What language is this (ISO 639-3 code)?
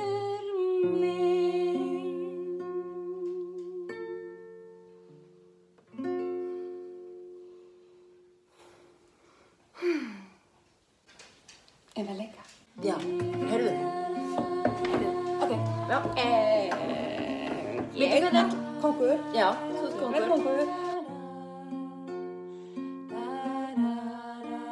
isl